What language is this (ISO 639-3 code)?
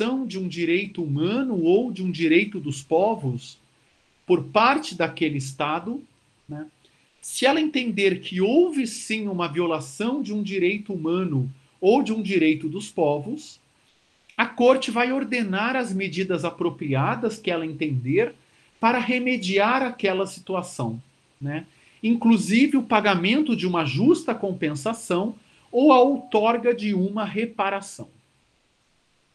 por